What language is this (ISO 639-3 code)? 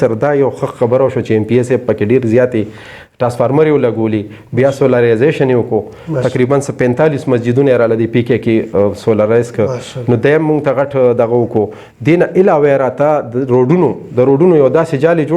pus